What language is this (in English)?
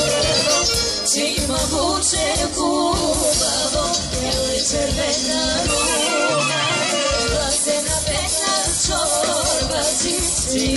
Bulgarian